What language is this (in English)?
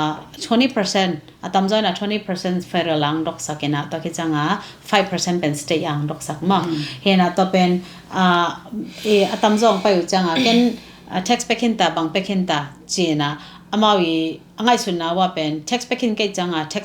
Tedim Chin